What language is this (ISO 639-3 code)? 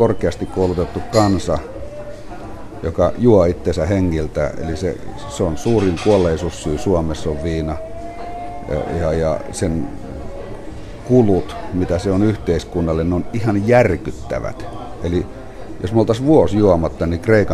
fin